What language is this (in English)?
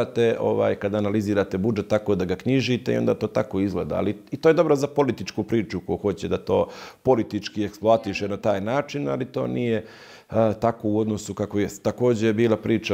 Bosnian